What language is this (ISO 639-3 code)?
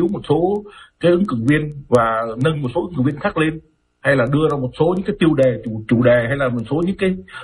vie